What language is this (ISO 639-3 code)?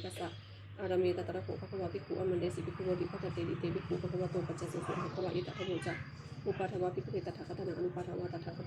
pli